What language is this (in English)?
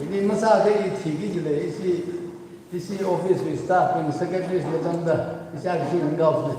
Tangkhul Naga (India)